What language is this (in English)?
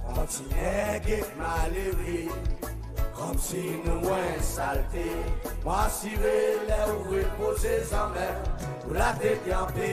Seselwa Creole French